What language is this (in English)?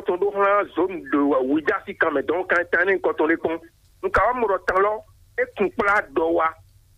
Fon